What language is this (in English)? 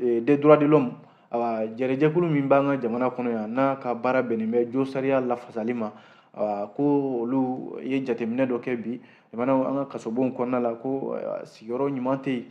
Bambara